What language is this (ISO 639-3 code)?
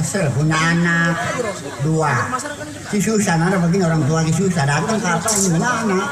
bew